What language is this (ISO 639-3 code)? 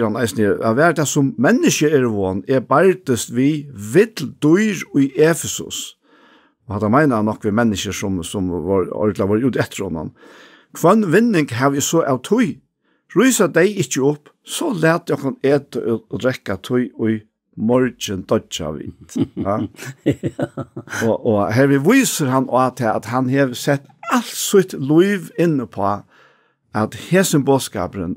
fao